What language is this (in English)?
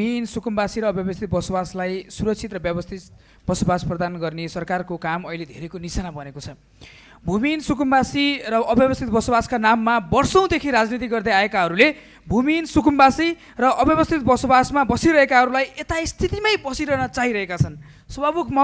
Nepali